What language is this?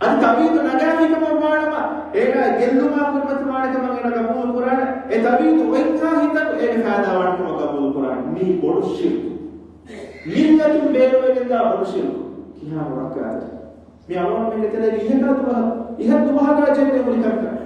Divehi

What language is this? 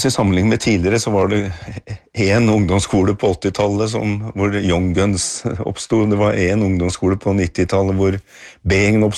Norwegian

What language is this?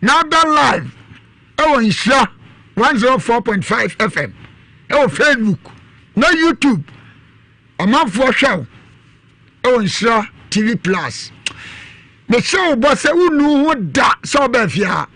Akan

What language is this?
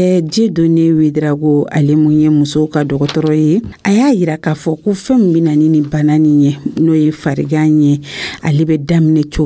Dyula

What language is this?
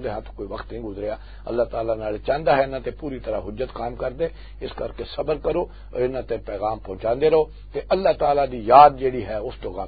Western Panjabi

